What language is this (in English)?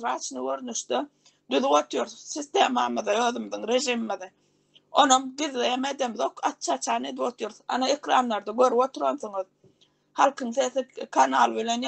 Turkmen